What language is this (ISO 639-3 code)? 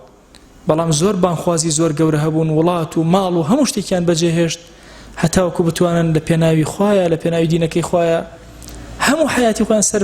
ckb